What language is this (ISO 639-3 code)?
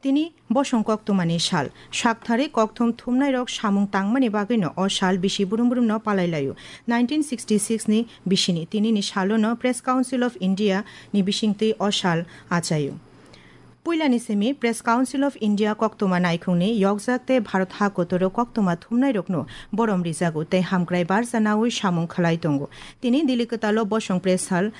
trp